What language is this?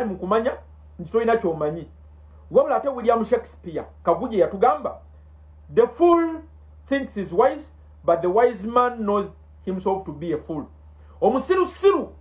Ganda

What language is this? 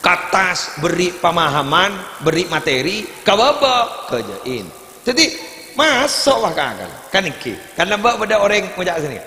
Madurese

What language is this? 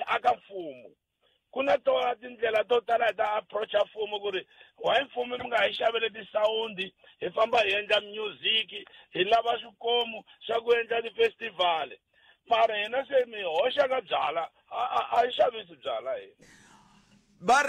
Tsonga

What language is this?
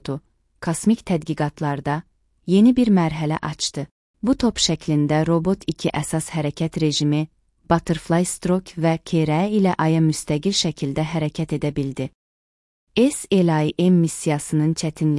Azerbaijani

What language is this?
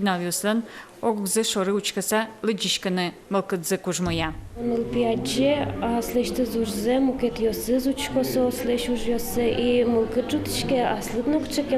Udmurt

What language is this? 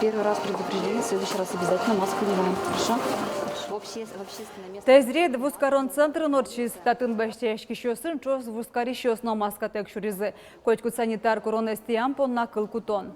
Udmurt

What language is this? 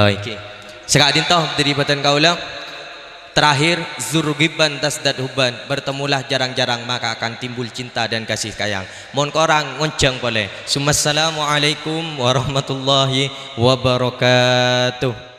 Madurese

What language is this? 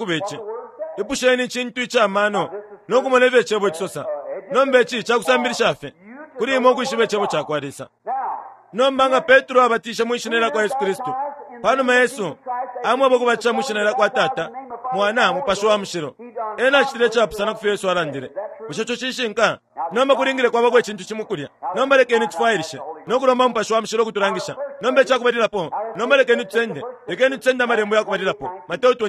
Bemba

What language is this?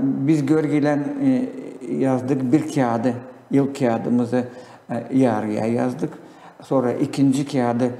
Gagauz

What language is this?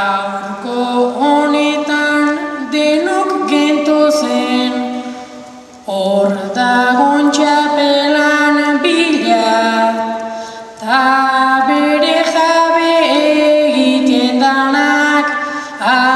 Basque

